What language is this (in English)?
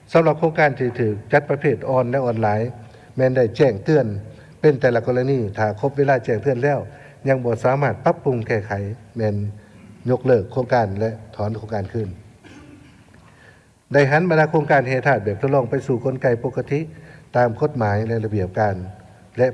Lao